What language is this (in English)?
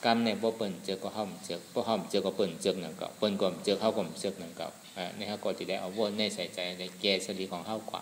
Shan